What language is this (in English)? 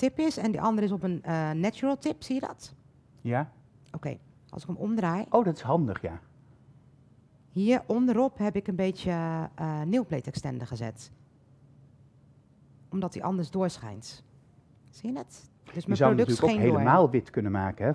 Dutch